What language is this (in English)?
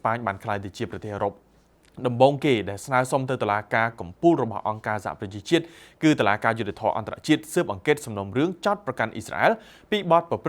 Khmer